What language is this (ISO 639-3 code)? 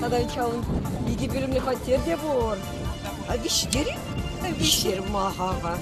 chv